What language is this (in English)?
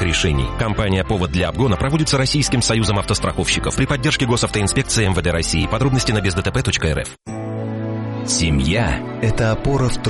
Russian